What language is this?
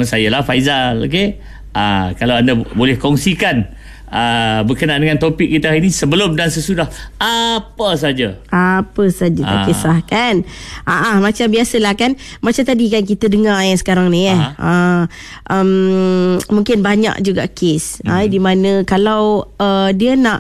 Malay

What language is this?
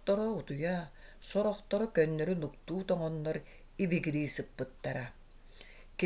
Yakut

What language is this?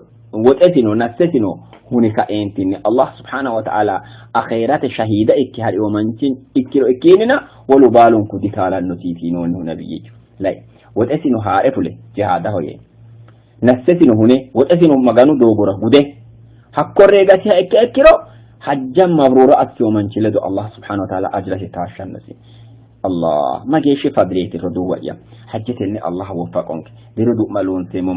Sidamo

